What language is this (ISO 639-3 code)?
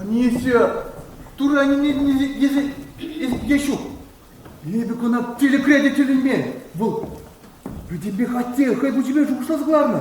chv